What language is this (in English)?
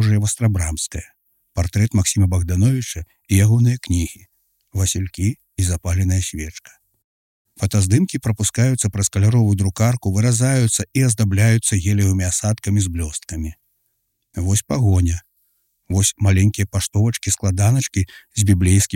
Belarusian